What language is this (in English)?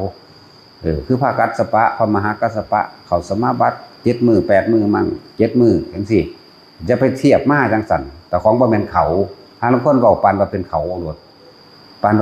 Northeastern Thai